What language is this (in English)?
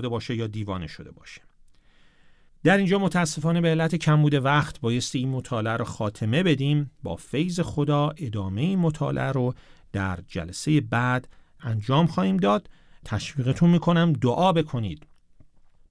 Persian